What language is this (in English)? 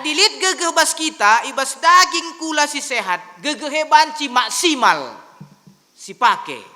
Batak Karo